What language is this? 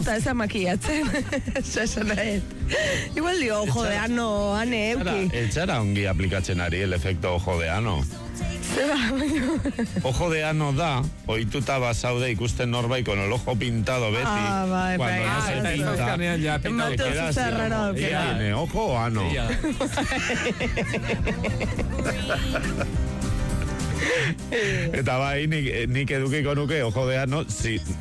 Basque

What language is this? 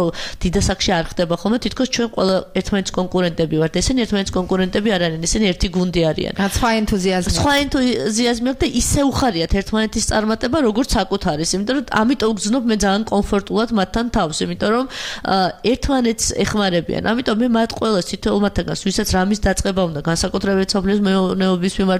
Georgian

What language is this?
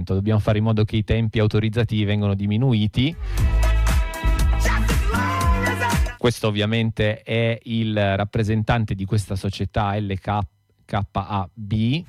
Italian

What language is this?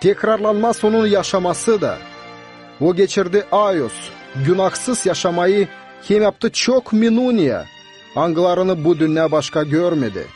Gagauz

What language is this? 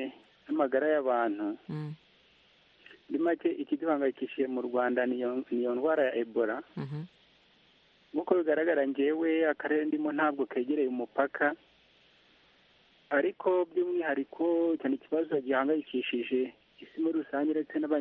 Kinyarwanda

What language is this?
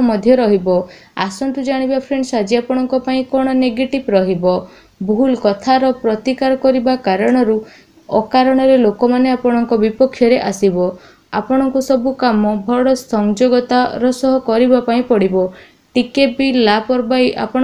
Odia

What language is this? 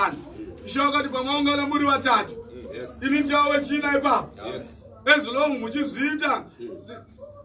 Shona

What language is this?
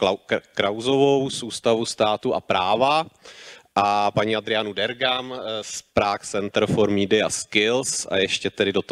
Czech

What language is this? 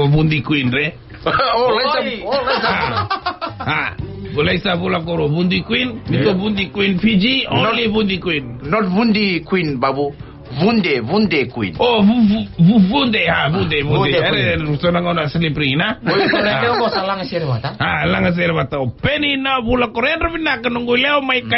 Fijian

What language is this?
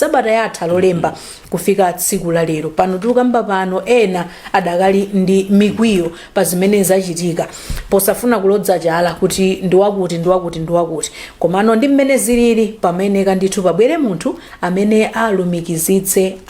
Nyanja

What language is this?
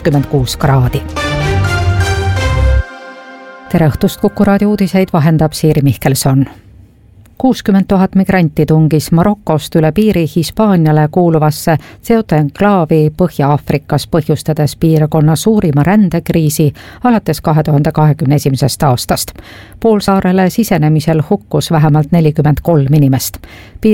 Estonian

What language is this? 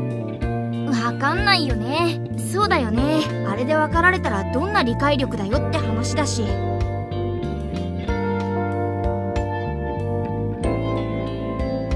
Japanese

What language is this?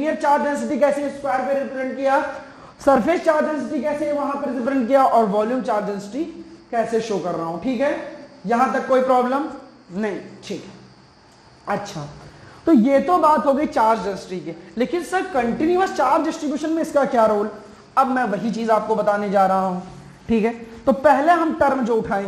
Hindi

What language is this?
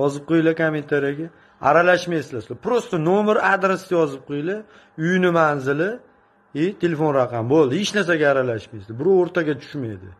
Uzbek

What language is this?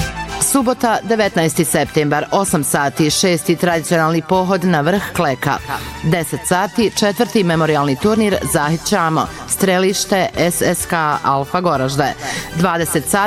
Bosnian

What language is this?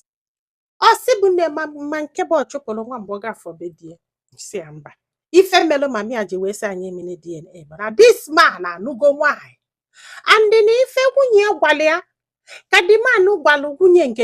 Igbo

